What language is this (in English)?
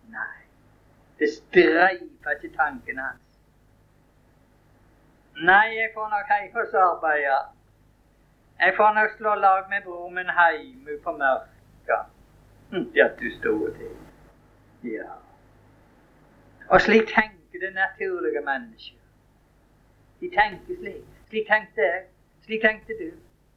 Norwegian